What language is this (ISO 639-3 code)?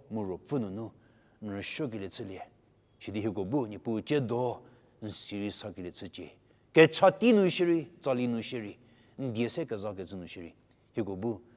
njm